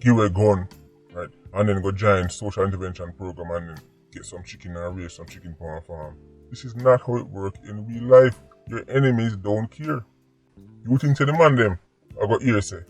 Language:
Jamaican Creole English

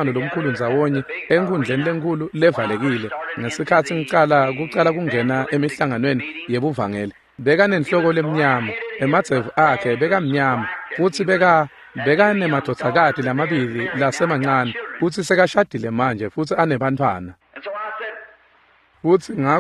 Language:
Swati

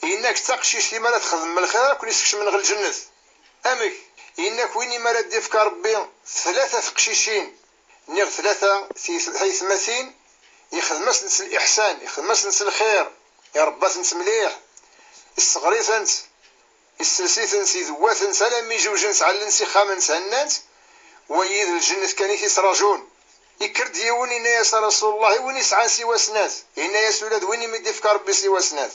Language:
Kabyle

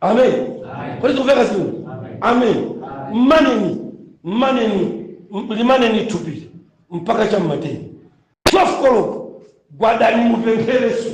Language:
Nyanja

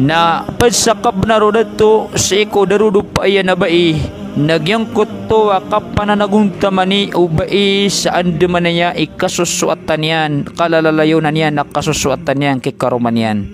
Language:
Maranao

